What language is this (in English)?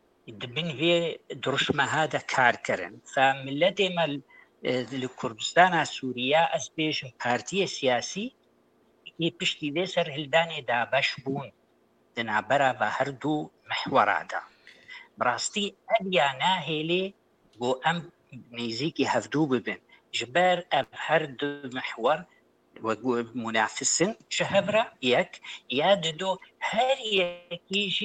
Kurdish